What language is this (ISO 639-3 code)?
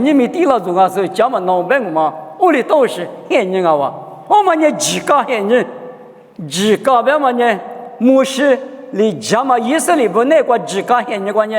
lis